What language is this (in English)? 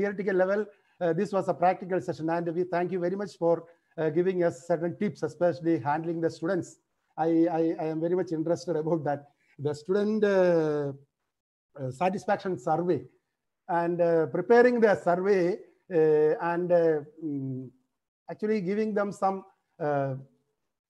English